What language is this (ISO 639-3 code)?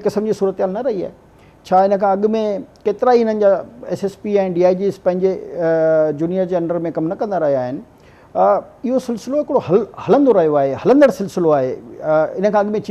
snd